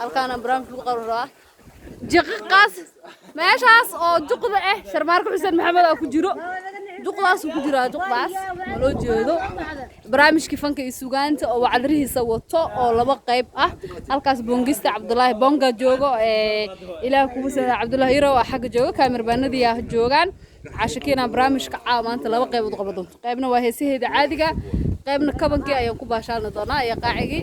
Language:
Somali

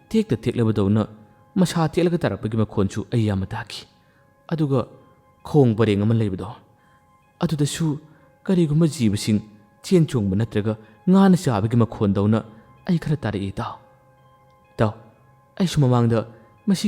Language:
Manipuri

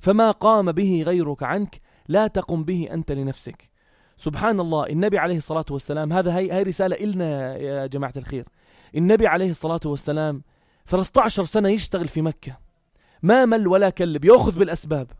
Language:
North Levantine Arabic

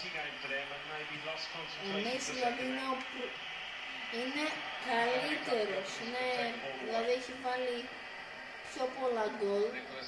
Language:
Greek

